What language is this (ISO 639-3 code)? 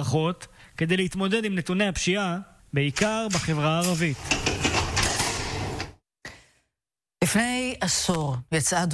heb